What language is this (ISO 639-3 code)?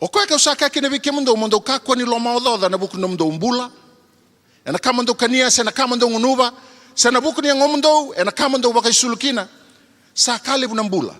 fij